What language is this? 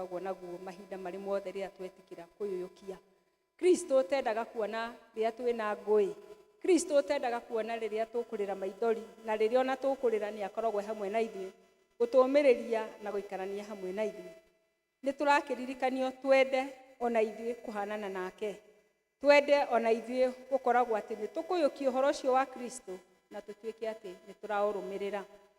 Kikuyu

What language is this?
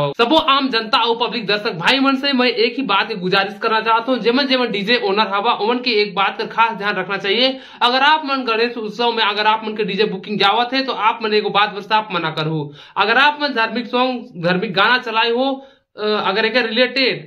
Chhattisgarhi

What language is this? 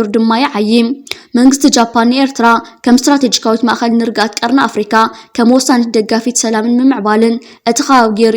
Tigrinya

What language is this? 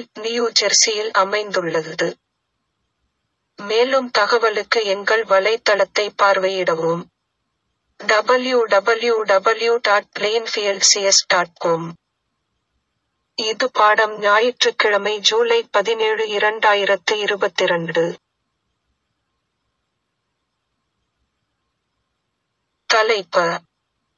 Tamil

